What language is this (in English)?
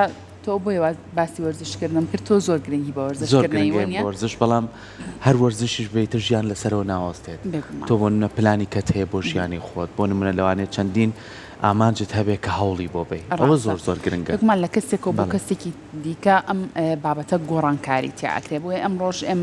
Central Kurdish